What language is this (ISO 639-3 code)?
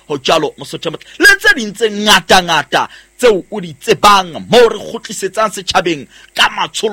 sot